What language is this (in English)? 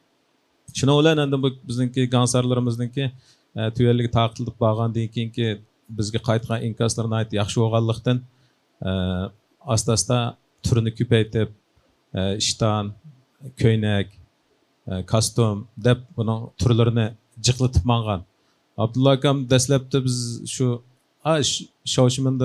Uyghur